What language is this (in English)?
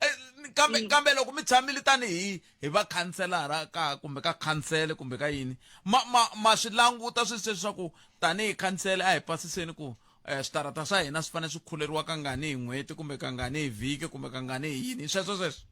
Tsonga